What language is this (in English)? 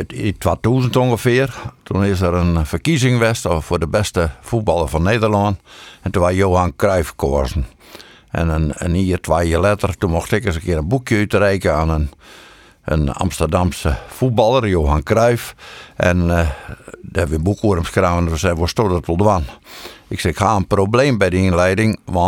Western Frisian